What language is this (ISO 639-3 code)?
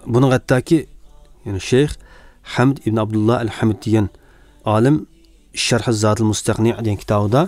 uig